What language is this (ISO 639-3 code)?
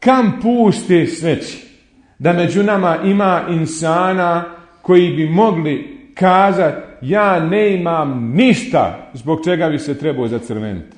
bos